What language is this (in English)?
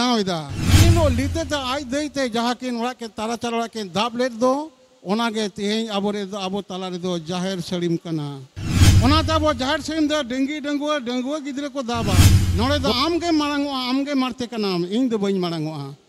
Santali